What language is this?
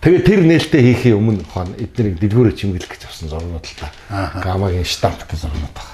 Mongolian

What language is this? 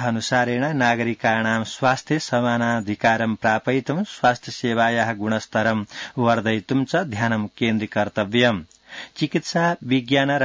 Sanskrit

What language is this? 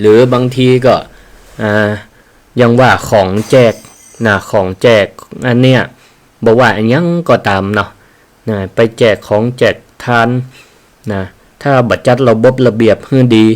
Northern Thai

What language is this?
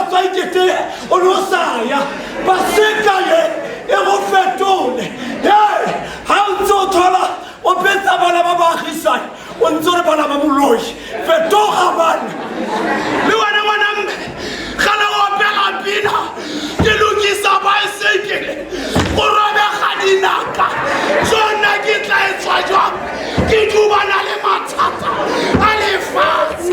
Tswana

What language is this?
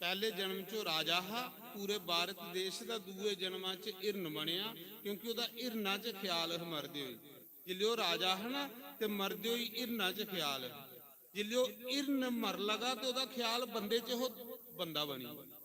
Dogri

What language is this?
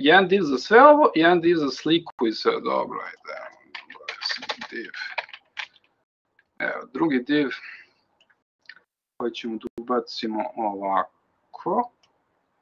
Serbian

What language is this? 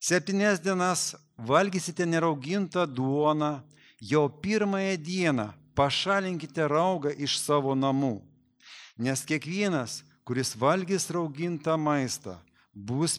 Lithuanian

